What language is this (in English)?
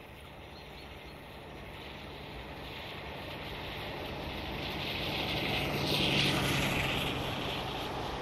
German